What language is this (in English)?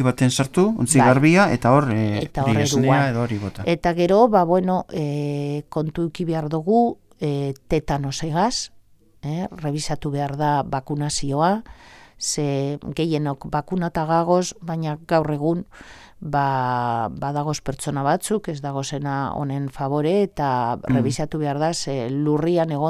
Basque